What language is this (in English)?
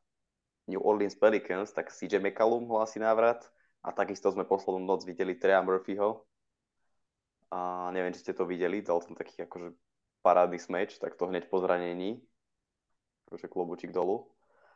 Slovak